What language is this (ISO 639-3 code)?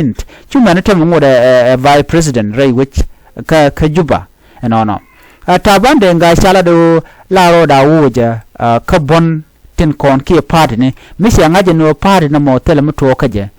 nus